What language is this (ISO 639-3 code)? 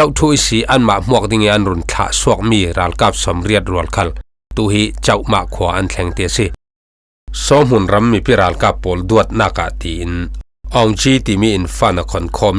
cfm